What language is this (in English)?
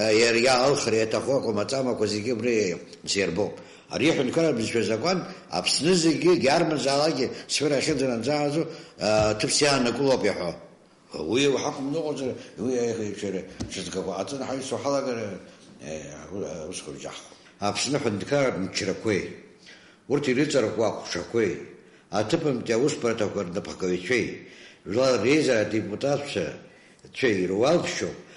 Abkhazian